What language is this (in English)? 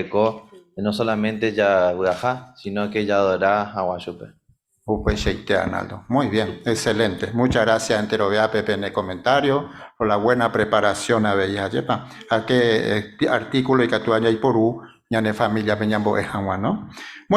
Guarani